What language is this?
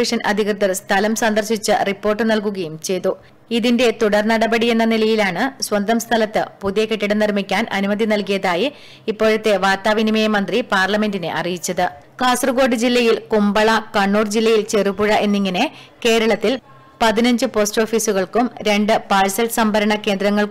Malayalam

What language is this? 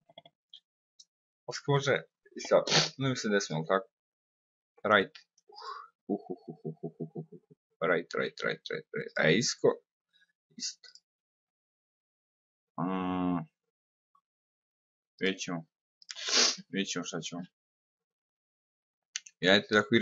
Serbian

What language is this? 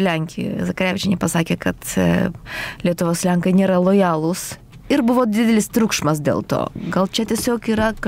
Lithuanian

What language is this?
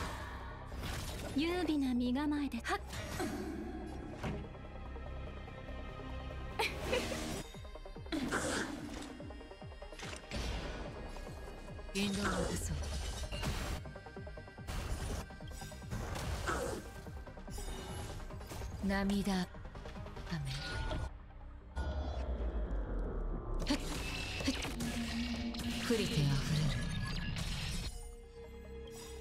Japanese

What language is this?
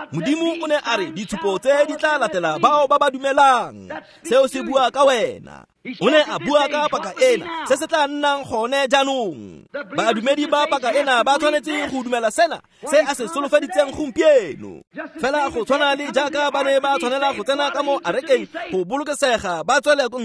Tswana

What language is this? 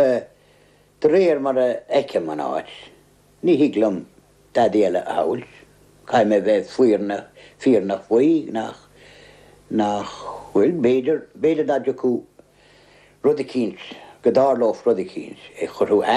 Irish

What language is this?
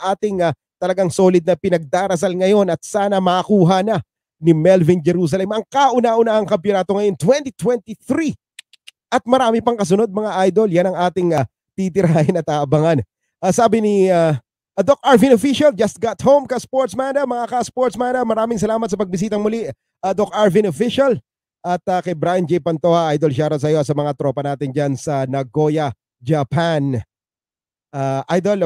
Filipino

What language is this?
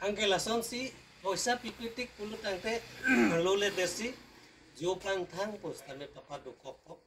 Karbi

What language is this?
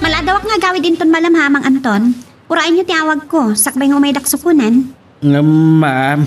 Iloko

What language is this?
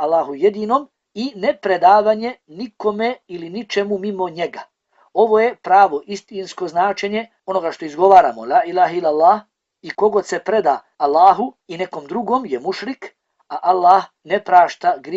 Bosnian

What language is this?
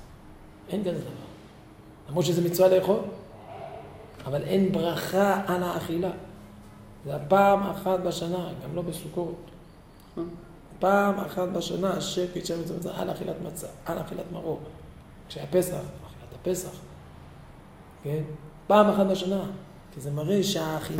Hebrew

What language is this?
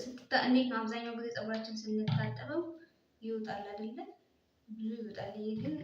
Amharic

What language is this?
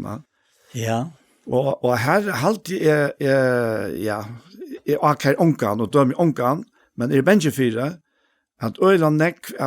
Faroese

